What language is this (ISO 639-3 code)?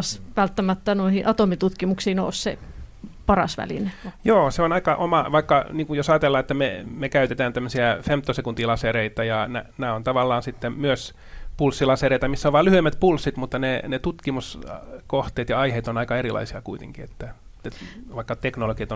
fin